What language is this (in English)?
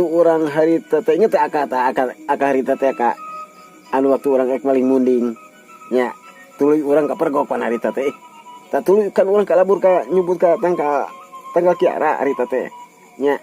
Sundanese